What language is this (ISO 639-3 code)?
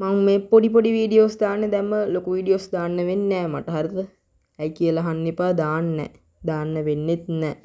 sin